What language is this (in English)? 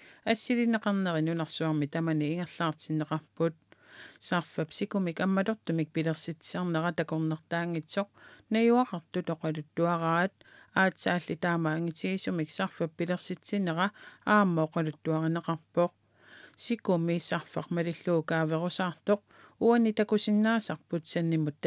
Kalaallisut